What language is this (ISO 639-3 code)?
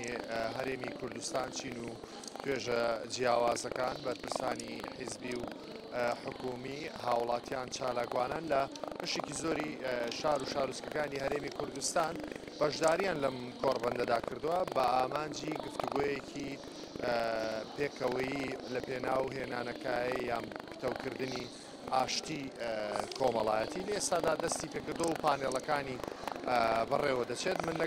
ckb